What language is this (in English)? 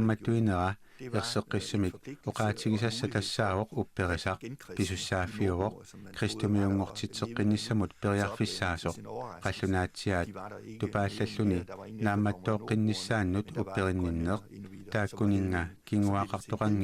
Kalaallisut